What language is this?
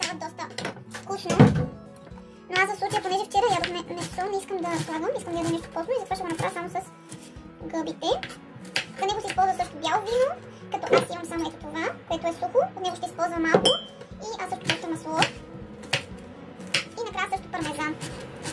Bulgarian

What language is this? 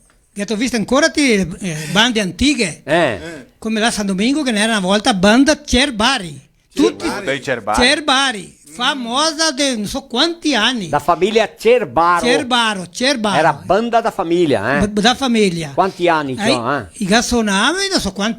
Venetian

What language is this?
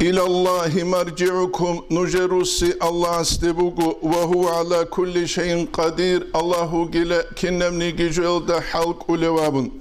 Avaric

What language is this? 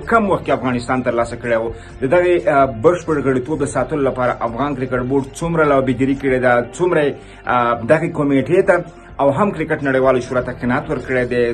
Pashto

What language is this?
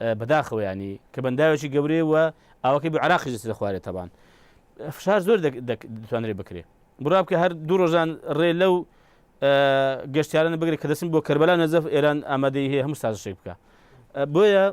Central Kurdish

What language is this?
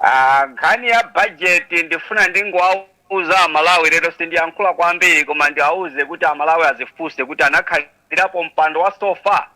Nyanja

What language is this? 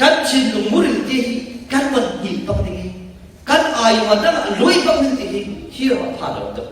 Falam Chin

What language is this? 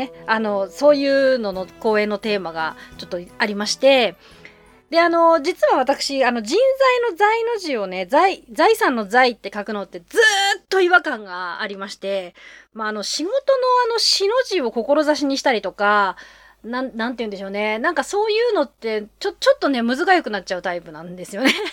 Japanese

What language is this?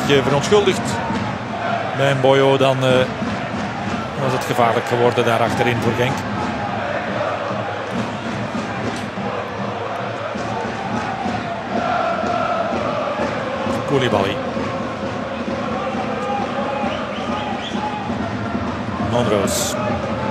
Dutch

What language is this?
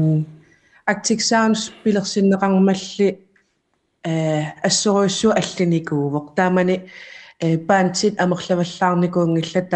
Kalaallisut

